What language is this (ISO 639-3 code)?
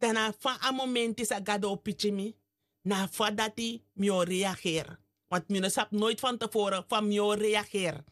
srn